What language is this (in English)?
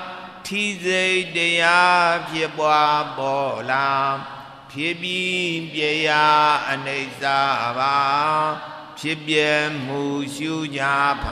Burmese